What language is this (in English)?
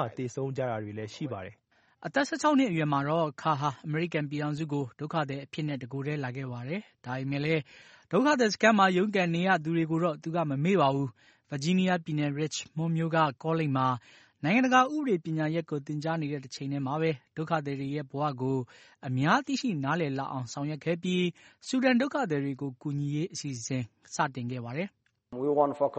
Burmese